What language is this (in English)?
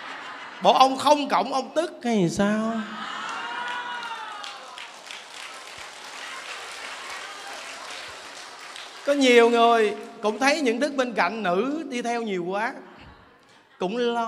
Vietnamese